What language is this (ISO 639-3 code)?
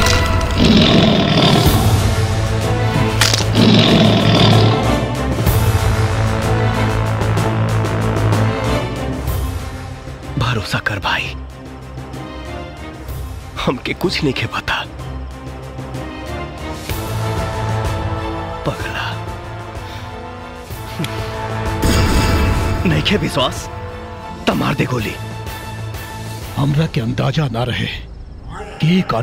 bho